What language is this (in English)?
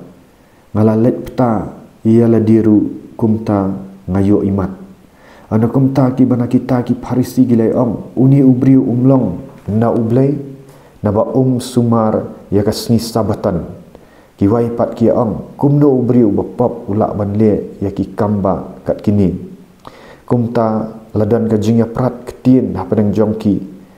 Khasi